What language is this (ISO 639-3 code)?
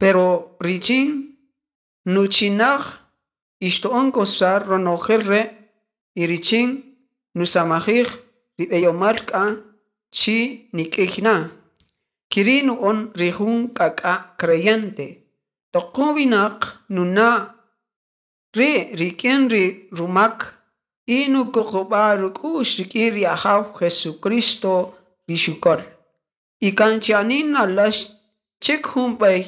cak